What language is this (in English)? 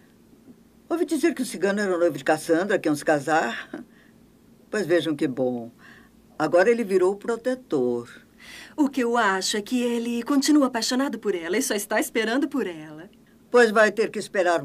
Portuguese